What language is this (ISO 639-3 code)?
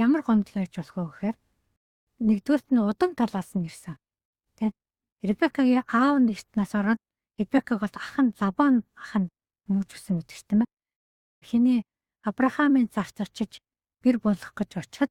mon